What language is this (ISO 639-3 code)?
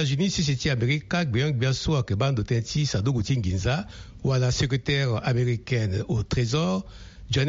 sag